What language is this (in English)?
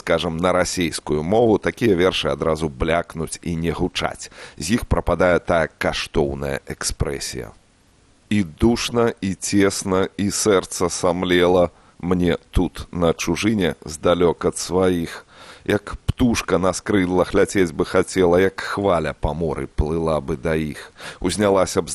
Belarusian